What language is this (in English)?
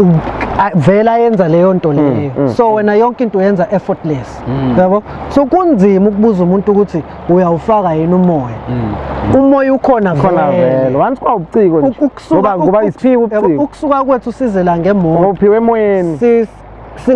Zulu